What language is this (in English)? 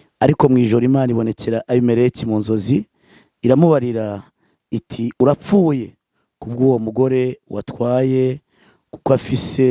Rundi